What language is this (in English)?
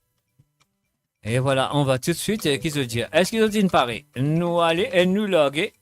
Morisyen